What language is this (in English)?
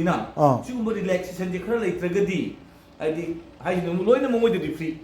Manipuri